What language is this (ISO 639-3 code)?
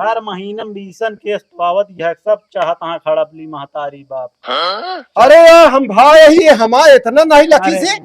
awa